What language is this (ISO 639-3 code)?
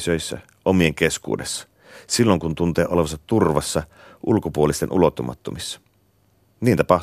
fin